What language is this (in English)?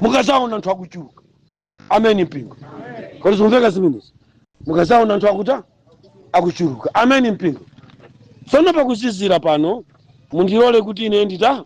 Nyanja